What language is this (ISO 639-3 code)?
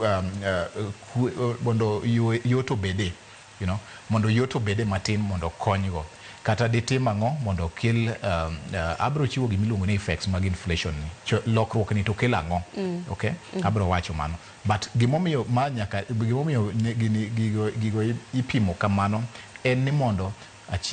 luo